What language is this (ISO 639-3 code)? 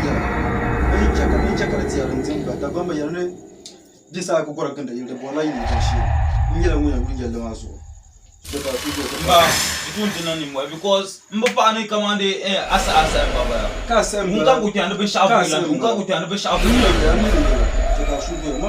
dag